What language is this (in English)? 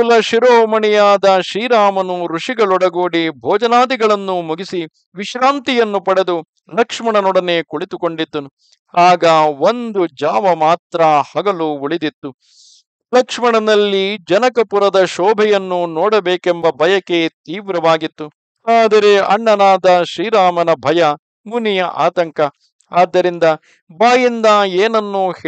Kannada